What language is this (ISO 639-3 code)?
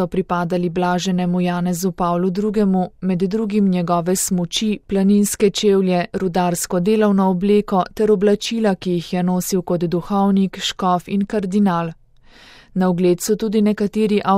slv